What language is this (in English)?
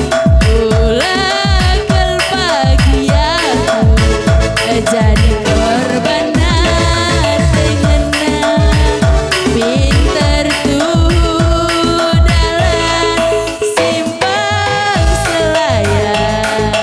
Batak Karo